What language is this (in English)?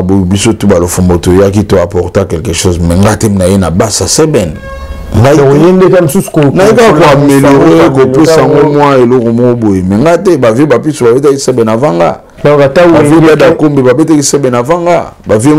Lingala